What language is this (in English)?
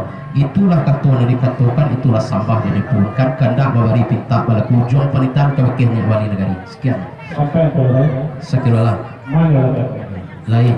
Minangkabau